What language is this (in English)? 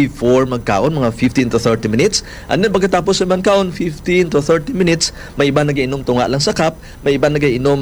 Hiligaynon